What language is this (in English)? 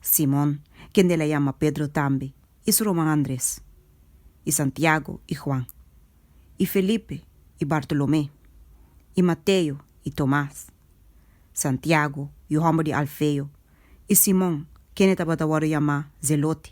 Papiamento